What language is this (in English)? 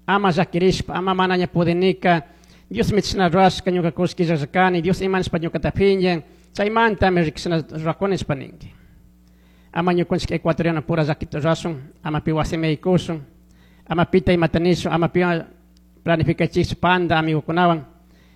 Chimborazo Highland Quichua